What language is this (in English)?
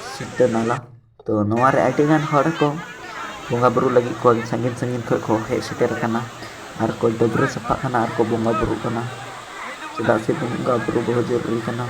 Santali